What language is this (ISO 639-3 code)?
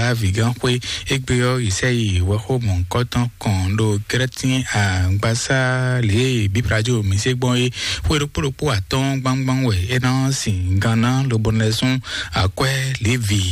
fon